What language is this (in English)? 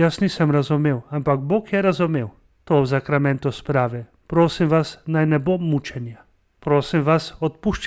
Slovenian